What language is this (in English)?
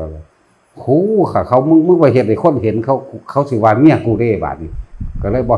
Northeastern Thai